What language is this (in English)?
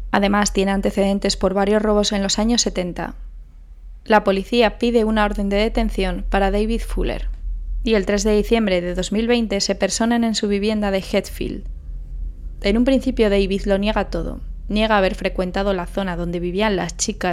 Spanish